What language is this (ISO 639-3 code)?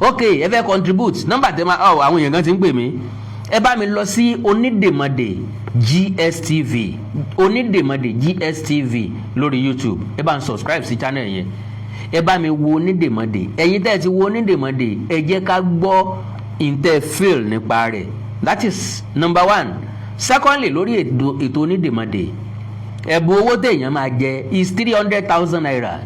yor